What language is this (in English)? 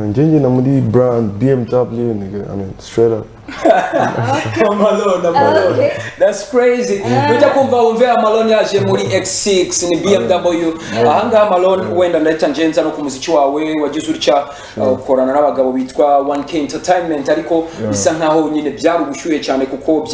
Kinyarwanda